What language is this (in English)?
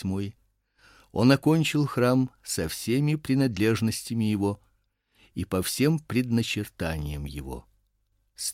Russian